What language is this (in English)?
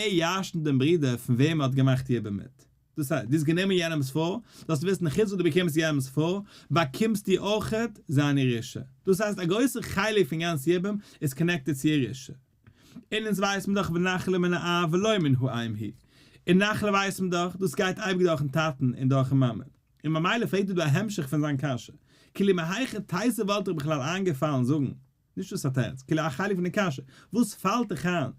Yiddish